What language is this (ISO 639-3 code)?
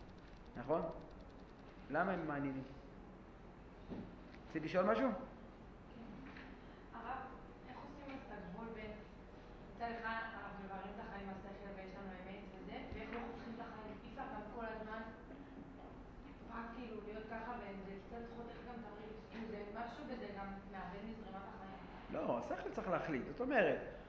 heb